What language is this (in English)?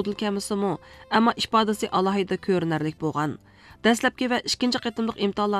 Uyghur